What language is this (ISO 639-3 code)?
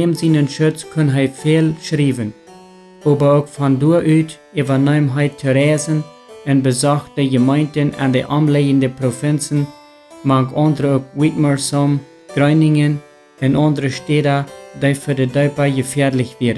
pdt